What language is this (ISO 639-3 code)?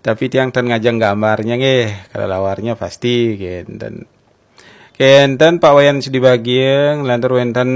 ban